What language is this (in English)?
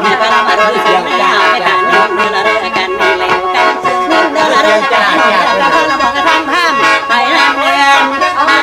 Northeastern Thai